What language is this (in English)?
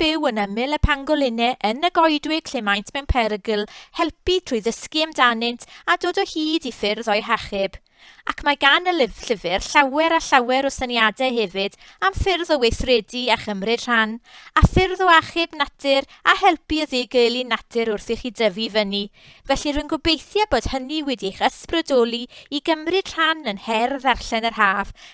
Welsh